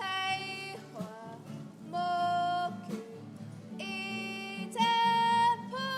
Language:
Māori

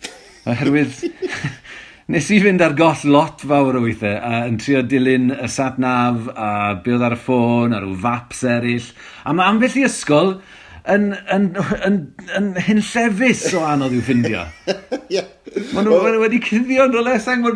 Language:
Welsh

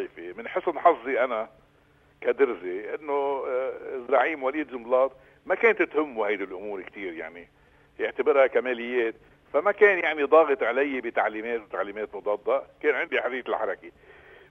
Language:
North Levantine Arabic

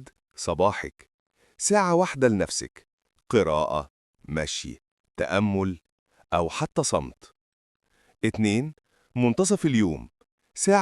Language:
Egyptian Arabic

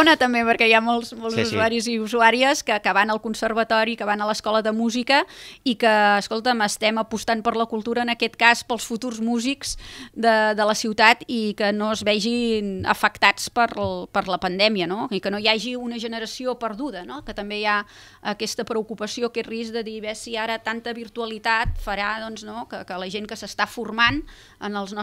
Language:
Catalan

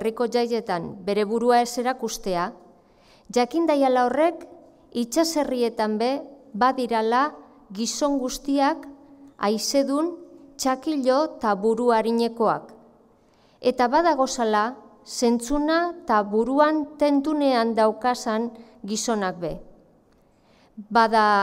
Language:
Basque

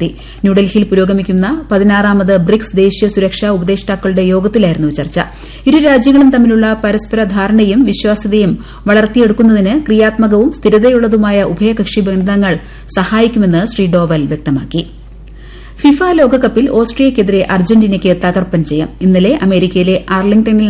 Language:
Malayalam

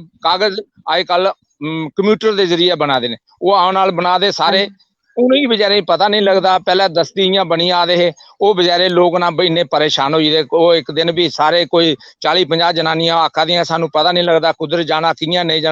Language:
Dogri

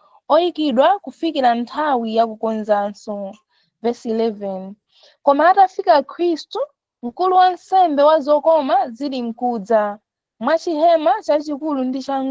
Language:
Nyanja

